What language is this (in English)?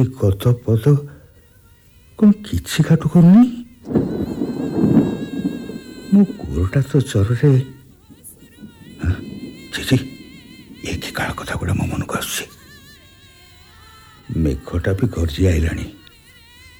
Odia